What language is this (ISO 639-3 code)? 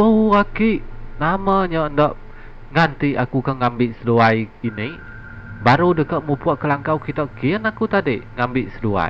iba